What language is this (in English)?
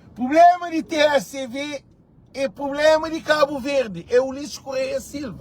Kabuverdianu